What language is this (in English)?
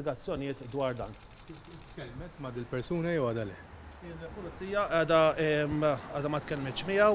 Maltese